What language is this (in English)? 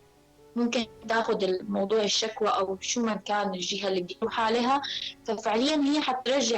North Levantine Arabic